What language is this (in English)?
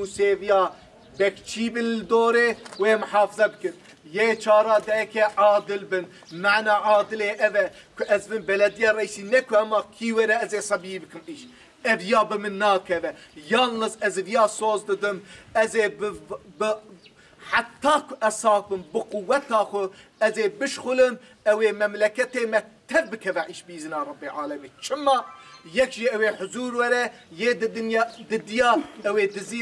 Kurdish